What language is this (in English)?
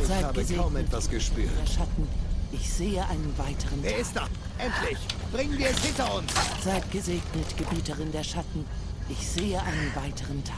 Swiss German